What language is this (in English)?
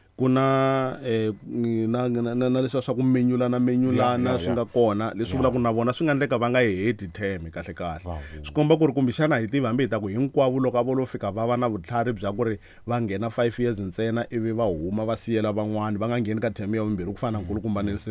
Tsonga